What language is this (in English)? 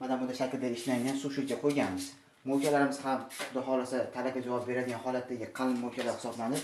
Uzbek